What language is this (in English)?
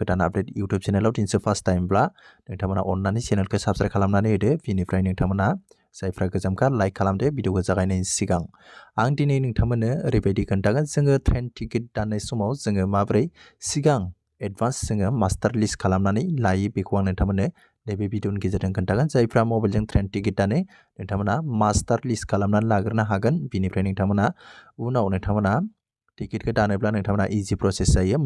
Bodo